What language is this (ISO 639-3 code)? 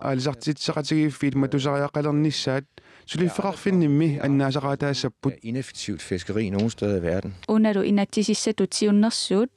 kal